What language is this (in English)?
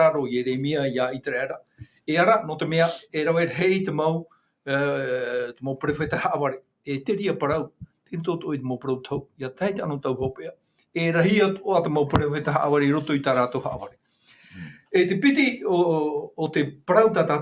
Tahitian